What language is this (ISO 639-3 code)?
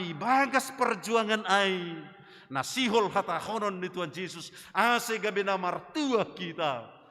bts